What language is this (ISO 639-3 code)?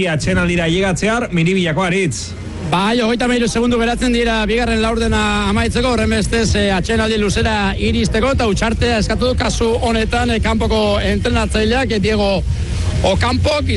eus